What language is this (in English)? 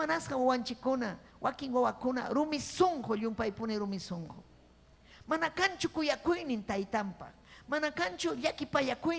Ayacucho Quechua